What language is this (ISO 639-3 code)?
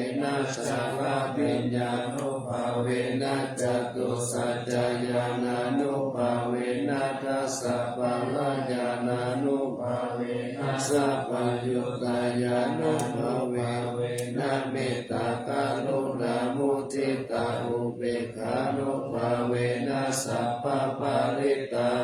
pli